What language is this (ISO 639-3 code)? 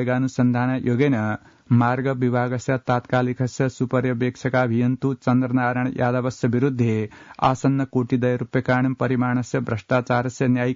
san